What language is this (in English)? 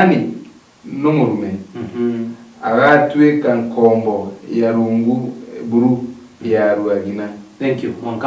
Meru